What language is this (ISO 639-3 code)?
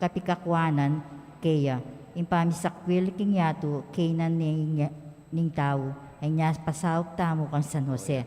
pam